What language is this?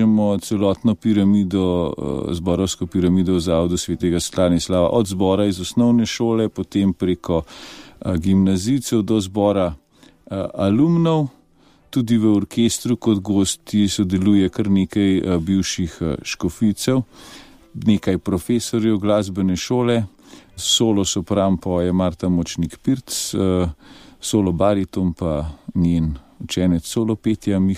Slovenian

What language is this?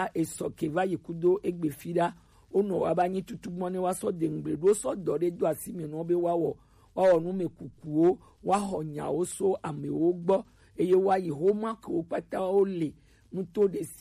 Gen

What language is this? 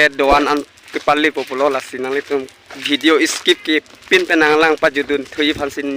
Karbi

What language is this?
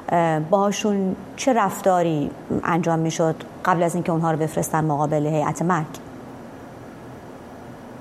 Persian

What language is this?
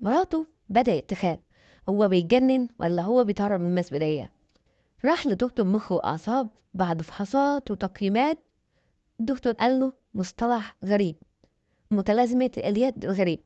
Egyptian Arabic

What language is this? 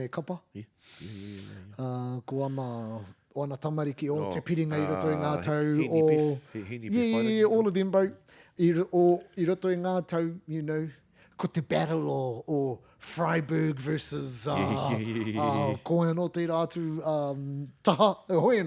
Māori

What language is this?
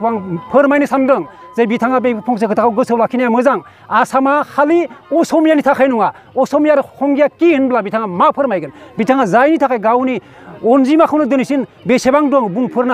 Bodo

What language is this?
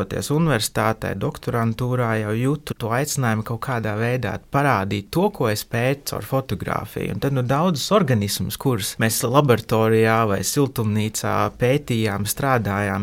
Latvian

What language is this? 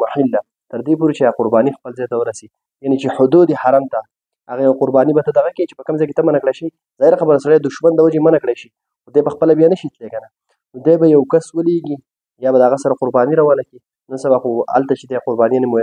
Pashto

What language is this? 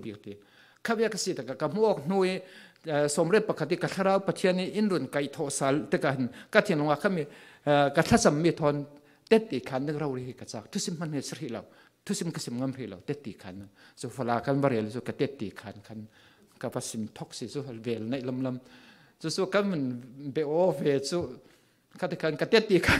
Falam Chin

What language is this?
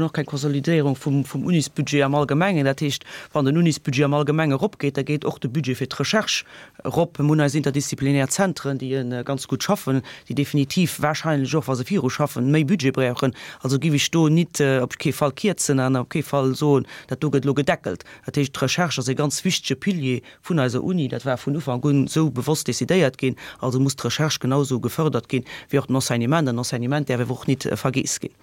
Luxembourgish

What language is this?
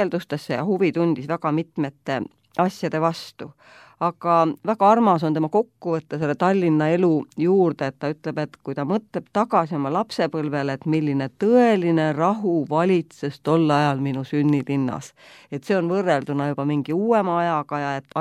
Estonian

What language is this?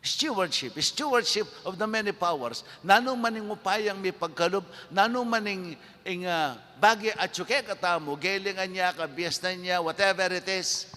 Pampanga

